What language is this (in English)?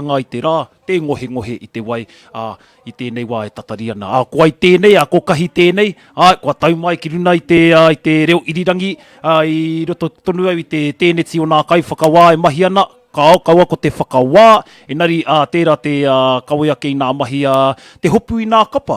Māori